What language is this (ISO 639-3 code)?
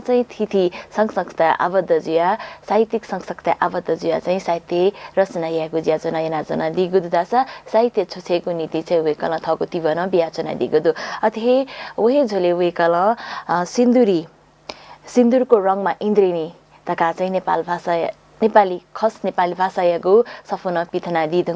new